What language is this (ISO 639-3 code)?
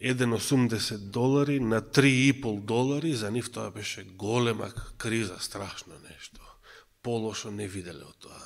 mkd